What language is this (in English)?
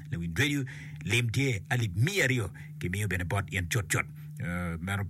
Acoli